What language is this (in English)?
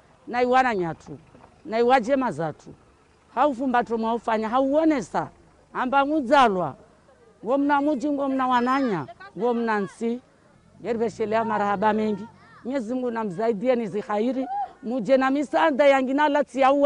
Ngazidja Comorian